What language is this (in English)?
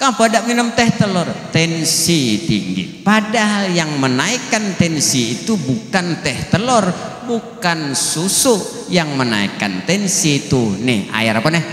Banjar